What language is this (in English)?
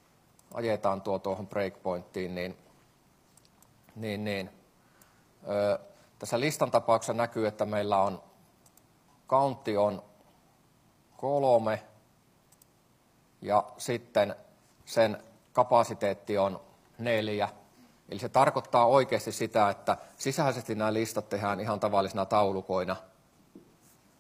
Finnish